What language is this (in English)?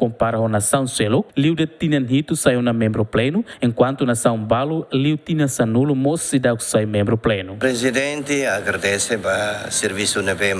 Tetum